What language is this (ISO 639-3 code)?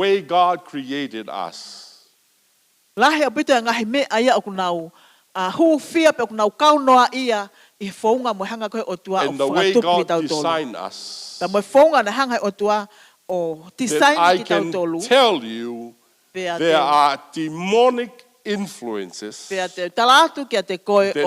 ton